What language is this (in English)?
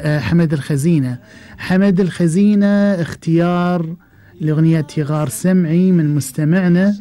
Gulf Arabic